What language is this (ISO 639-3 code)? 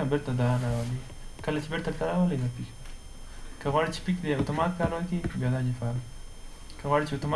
pus